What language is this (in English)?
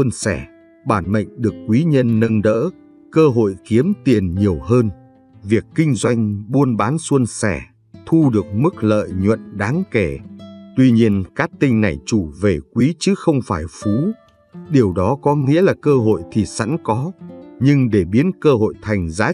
Vietnamese